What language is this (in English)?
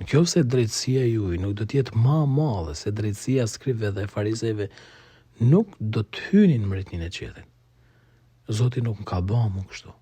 Albanian